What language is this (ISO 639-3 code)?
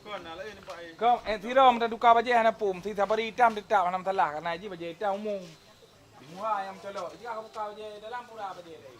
ace